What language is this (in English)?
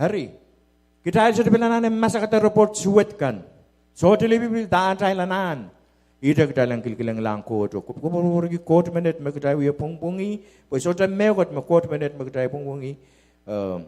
Pohnpeian